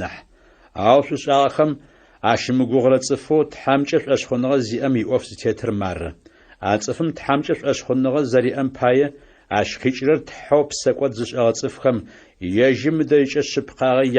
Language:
Adyghe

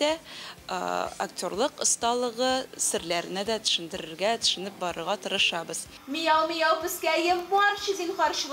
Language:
Tatar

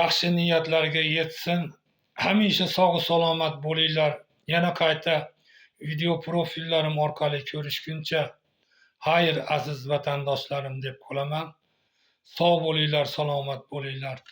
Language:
Uzbek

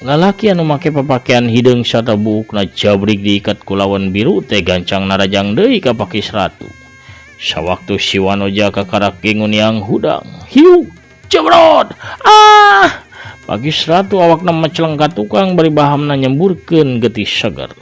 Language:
Sundanese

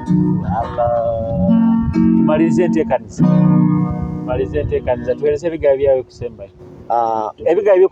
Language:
Nyoro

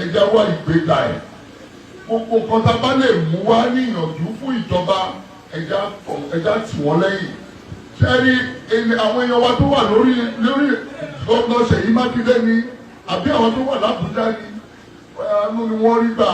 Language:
Yoruba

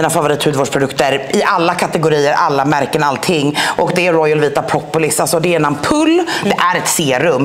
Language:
Swedish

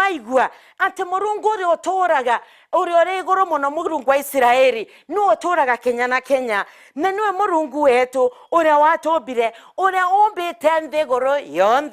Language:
Meru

